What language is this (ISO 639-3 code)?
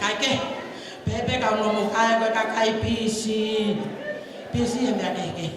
ton